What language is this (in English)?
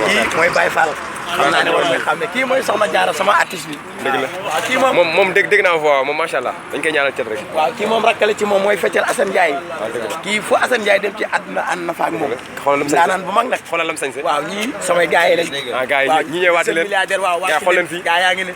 Wolof